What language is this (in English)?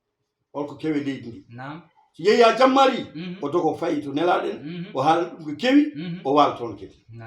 Fula